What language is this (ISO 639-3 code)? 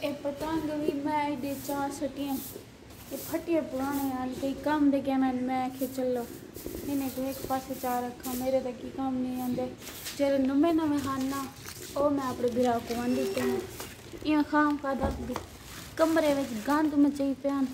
skr